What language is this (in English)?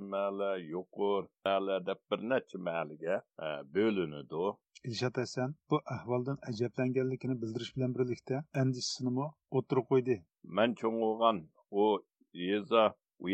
Uyghur